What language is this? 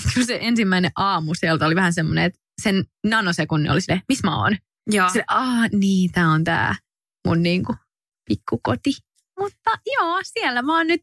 Finnish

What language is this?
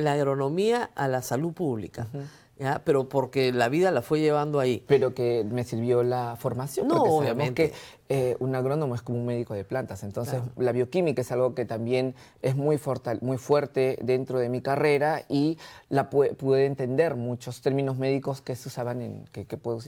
Spanish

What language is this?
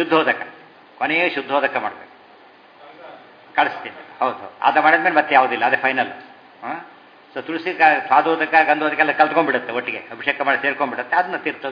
Kannada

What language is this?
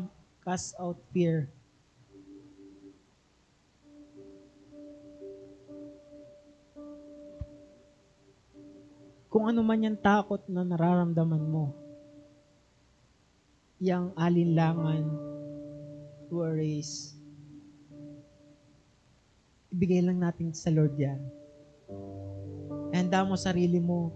Filipino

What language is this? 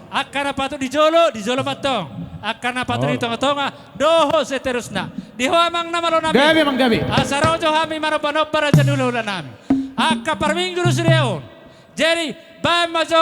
Batak Toba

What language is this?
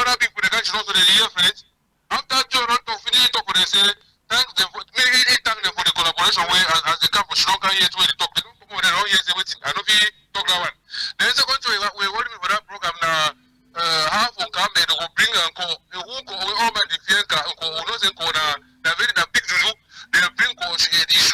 Cameroon Pidgin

